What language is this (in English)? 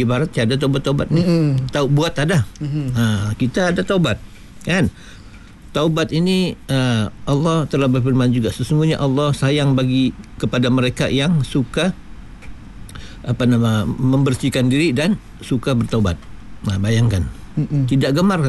Malay